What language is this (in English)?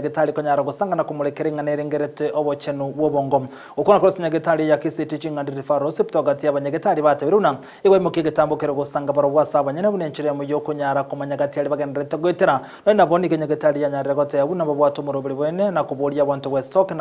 Gusii